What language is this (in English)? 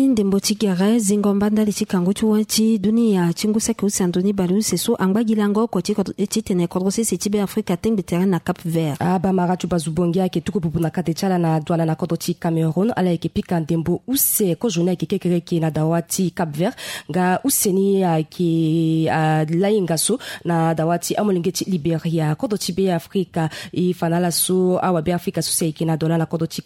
Sango